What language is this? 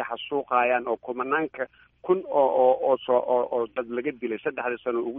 Somali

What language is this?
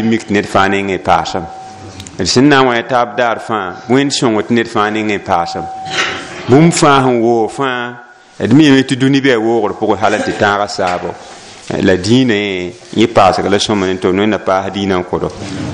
Mossi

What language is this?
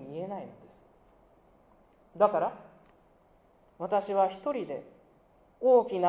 Japanese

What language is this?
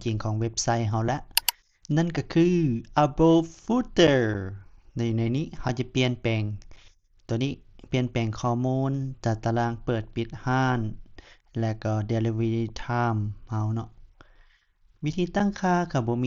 Lao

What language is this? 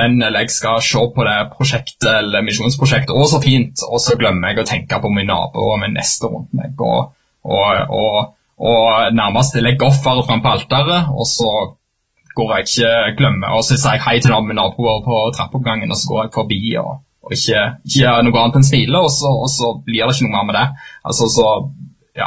Norwegian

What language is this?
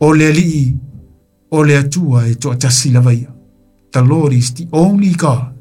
Samoan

